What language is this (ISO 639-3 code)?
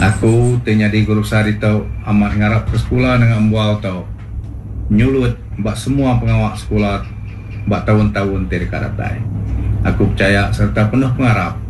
iba